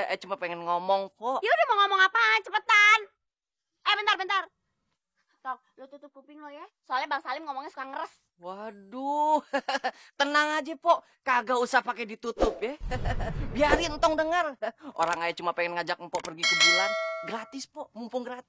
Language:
Betawi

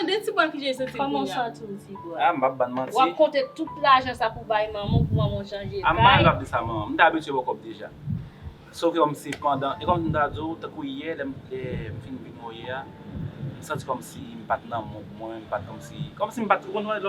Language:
Haitian Creole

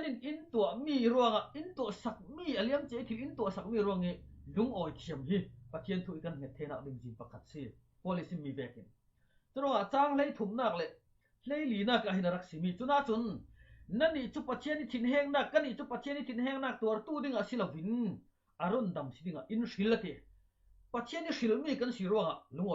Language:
Falam Chin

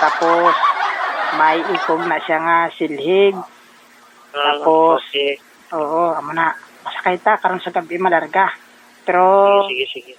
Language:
Hiligaynon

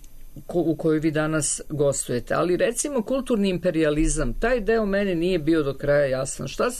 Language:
Serbian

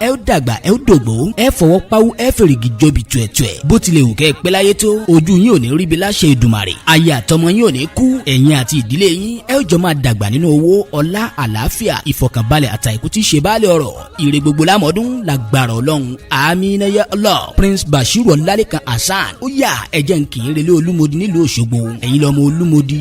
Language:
Yoruba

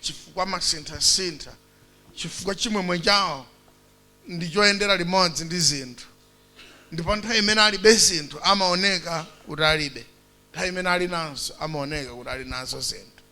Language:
Nyanja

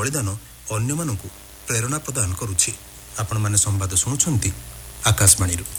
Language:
Odia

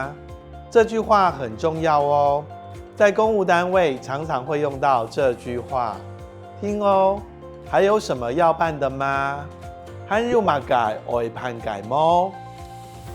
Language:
Hakka Chinese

